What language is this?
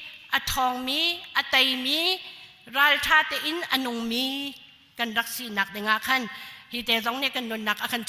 Hakha Chin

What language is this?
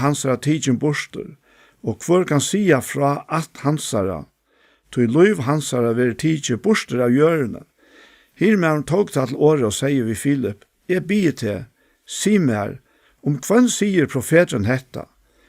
Faroese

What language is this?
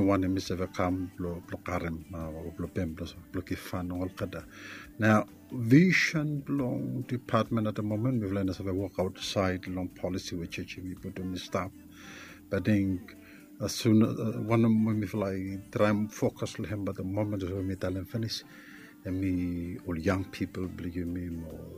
Bislama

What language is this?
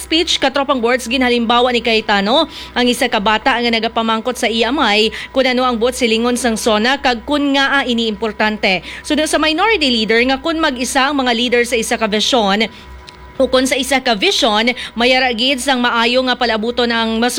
Hiligaynon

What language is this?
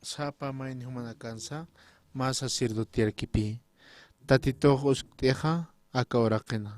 Aymara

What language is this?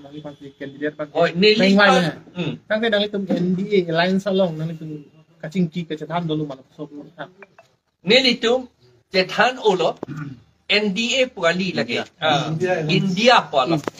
Karbi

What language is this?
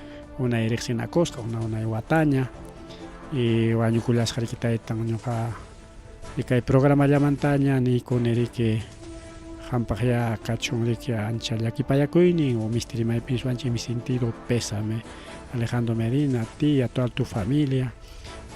Ayacucho Quechua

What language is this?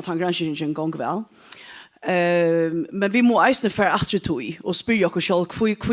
Faroese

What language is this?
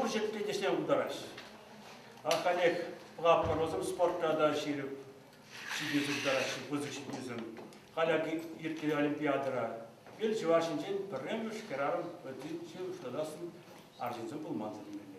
Chuvash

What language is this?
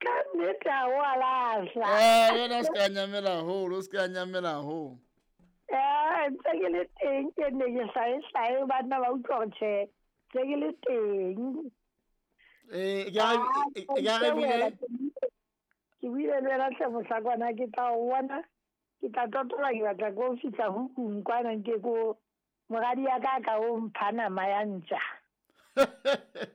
Southern Sotho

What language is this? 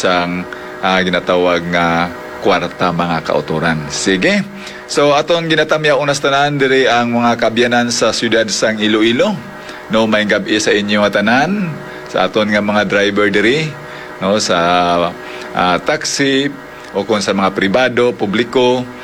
Hiligaynon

